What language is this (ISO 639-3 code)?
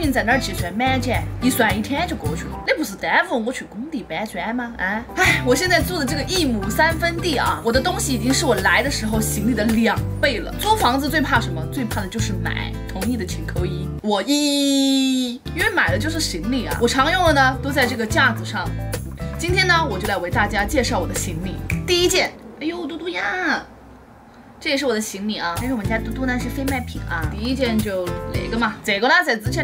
zho